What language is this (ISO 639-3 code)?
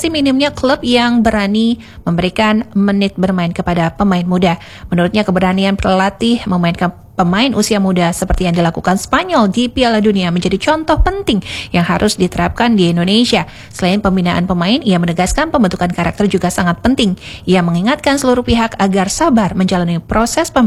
ind